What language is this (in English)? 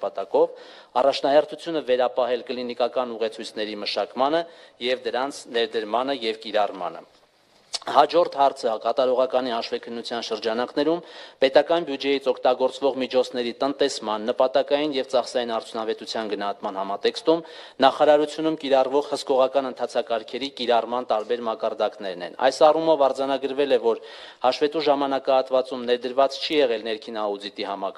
Armenian